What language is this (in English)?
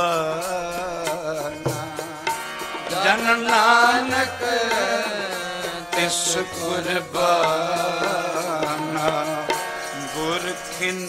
Punjabi